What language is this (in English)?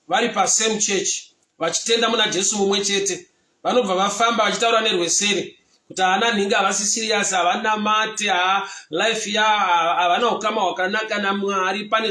Shona